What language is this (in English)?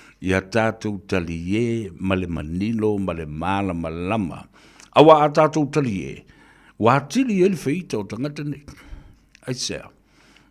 Samoan